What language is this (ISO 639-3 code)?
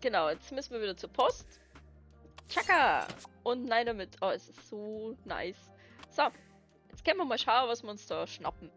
bar